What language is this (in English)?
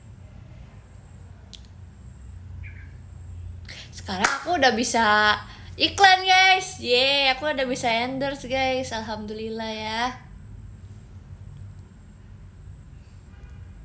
Indonesian